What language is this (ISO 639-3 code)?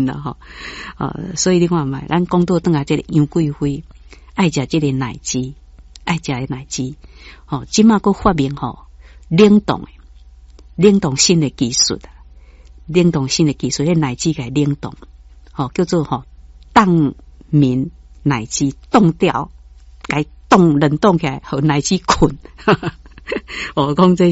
nan